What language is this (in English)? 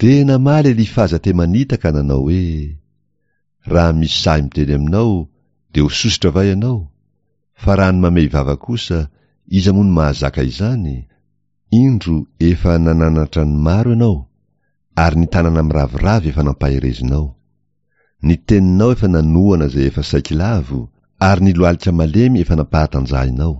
Malagasy